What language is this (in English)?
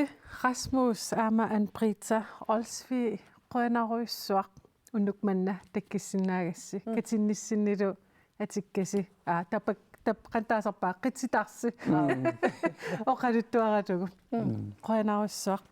Kalaallisut